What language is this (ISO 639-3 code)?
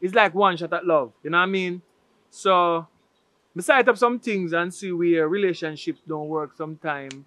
jam